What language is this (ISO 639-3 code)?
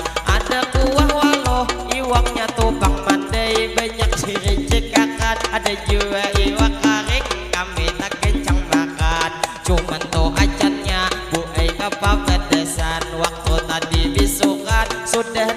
bjn